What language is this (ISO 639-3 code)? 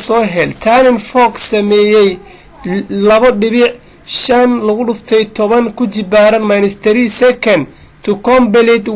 som